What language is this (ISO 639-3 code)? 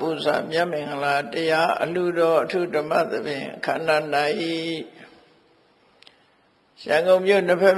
mya